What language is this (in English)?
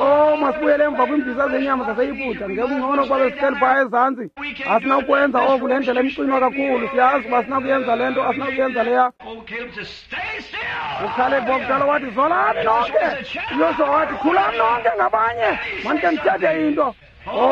Xhosa